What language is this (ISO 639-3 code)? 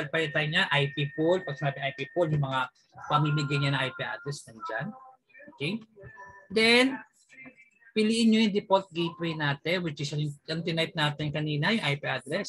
fil